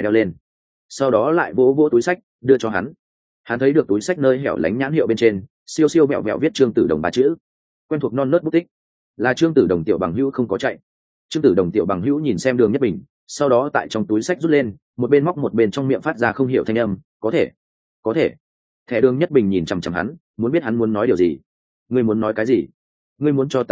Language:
Vietnamese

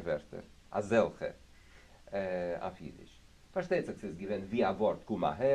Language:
Yiddish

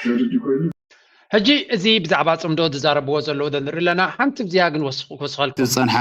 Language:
Tigrinya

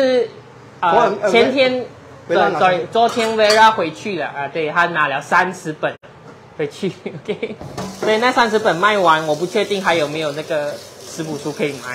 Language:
Chinese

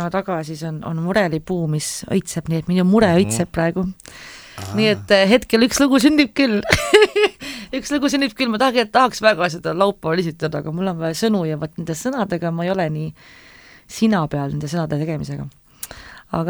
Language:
Estonian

